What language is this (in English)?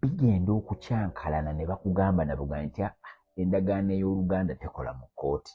Ganda